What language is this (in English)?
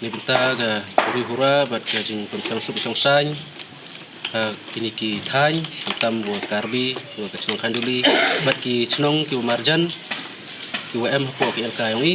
Pnar